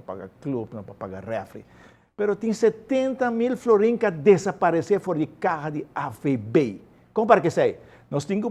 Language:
Papiamento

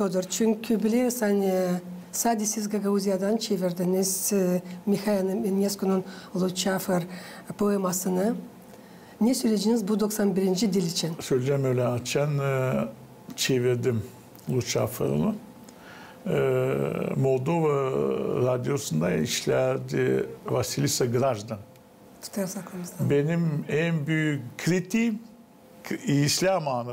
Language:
Gagauz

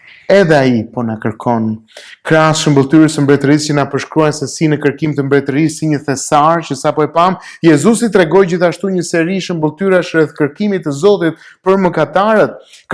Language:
Albanian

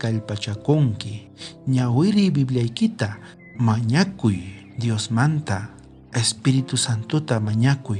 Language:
South Bolivian Quechua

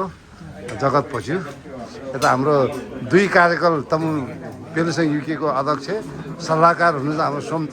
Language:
Nepali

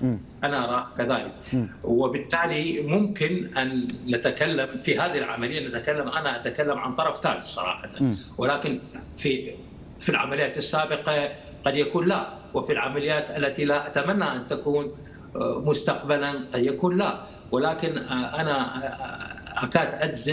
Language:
Arabic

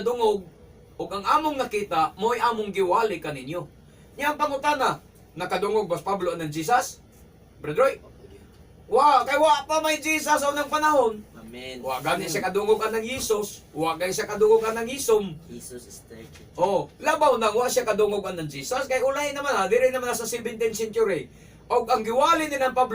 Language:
Cebuano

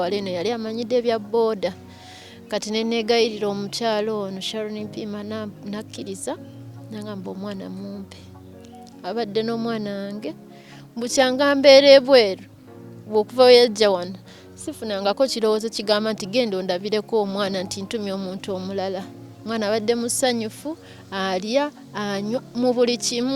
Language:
Ganda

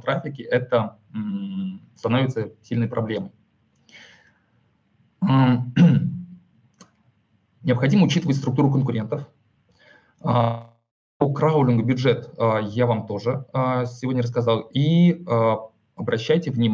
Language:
Russian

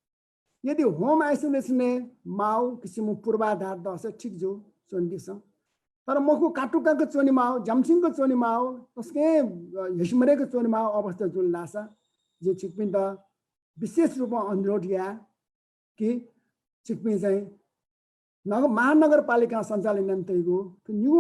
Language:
Newari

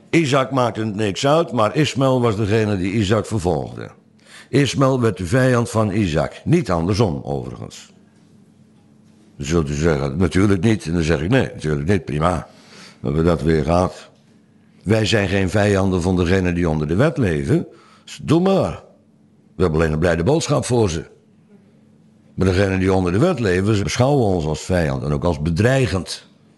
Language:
Dutch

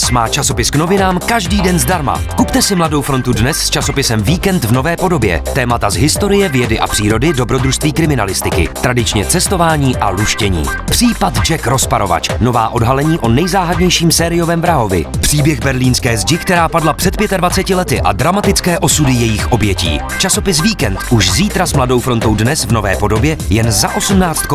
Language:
Czech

